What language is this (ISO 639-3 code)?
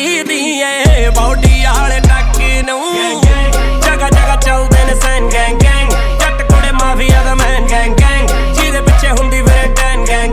pan